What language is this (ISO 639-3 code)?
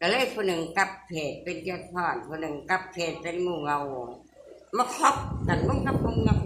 tts